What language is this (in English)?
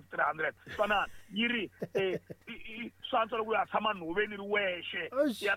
Tsonga